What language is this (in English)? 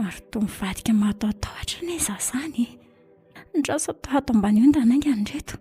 Malagasy